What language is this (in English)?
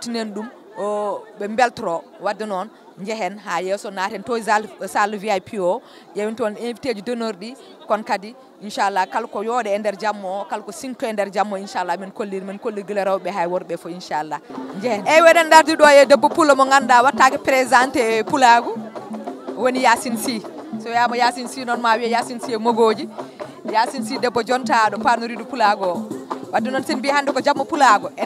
Fula